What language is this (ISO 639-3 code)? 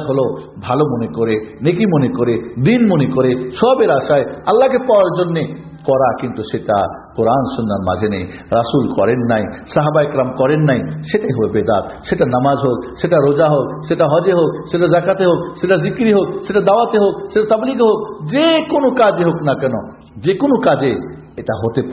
ben